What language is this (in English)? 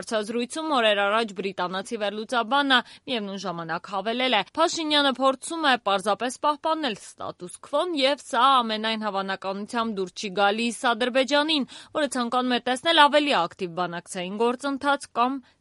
Armenian